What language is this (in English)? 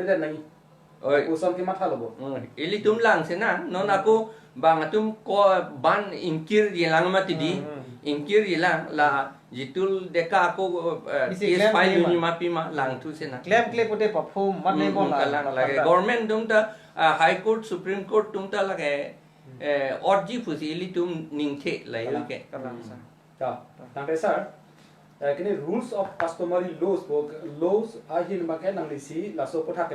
Karbi